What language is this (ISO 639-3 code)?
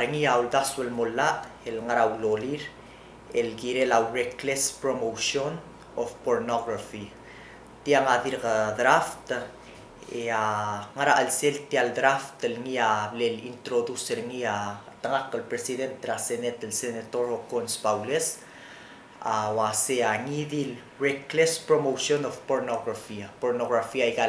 pau